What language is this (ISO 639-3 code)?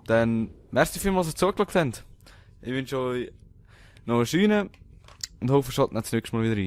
gsw